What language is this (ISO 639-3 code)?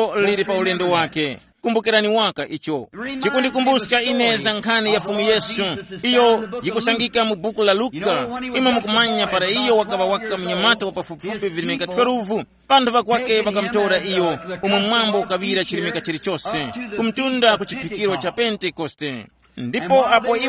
tum